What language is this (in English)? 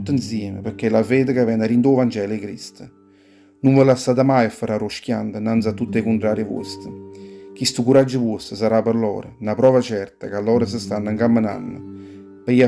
Neapolitan